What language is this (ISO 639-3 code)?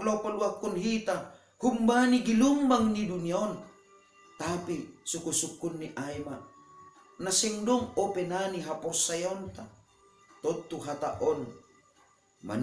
bts